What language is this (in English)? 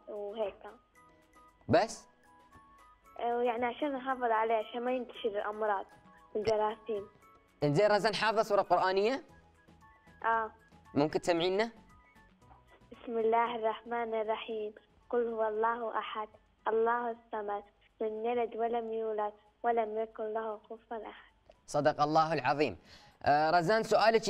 Gulf Arabic